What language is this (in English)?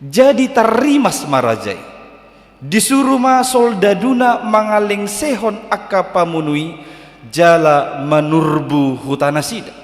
Batak Toba